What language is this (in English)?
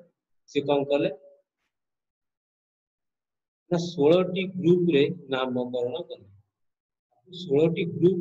Odia